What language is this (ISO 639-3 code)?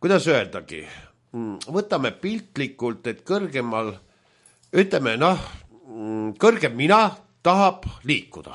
est